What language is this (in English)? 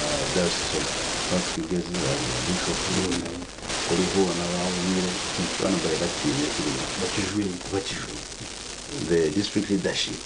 Nyankole